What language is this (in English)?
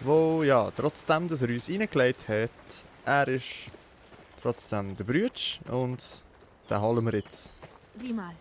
Swiss German